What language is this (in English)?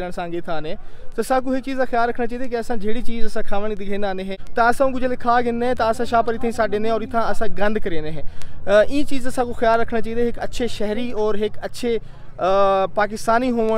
Saraiki